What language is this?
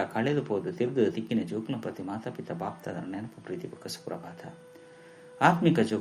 Tulu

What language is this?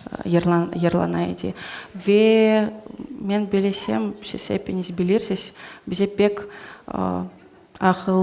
Crimean Tatar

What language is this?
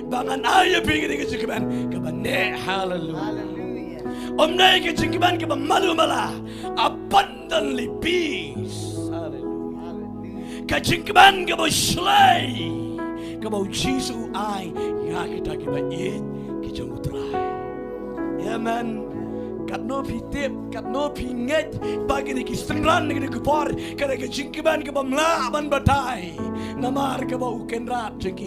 Khasi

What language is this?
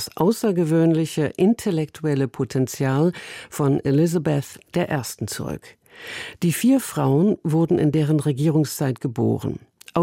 German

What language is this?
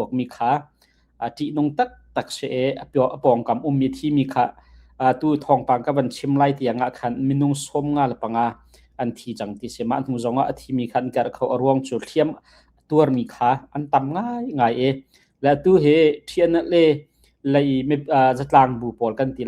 Hakha Chin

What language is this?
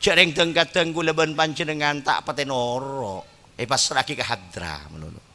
Madurese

